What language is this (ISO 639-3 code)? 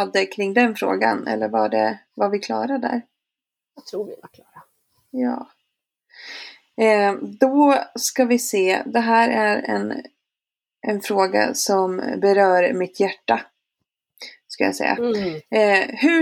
swe